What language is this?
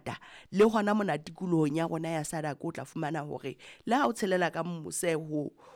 Southern Sotho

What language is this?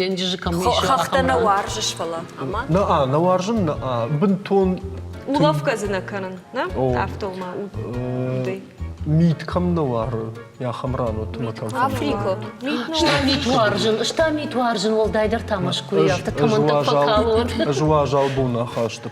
Ossetic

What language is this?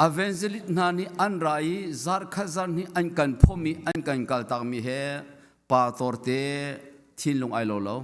Hakha Chin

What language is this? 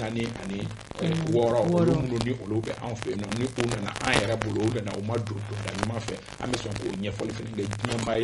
Bambara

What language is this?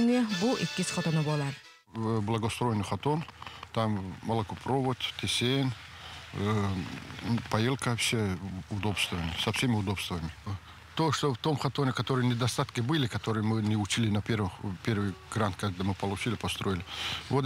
Yakut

